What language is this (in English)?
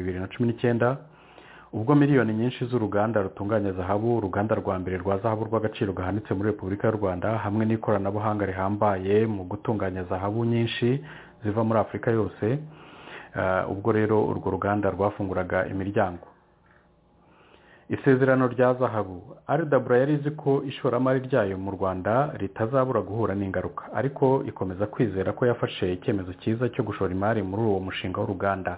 Kinyarwanda